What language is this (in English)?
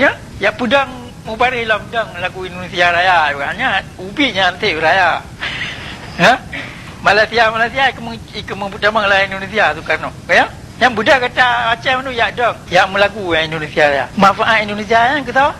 Achinese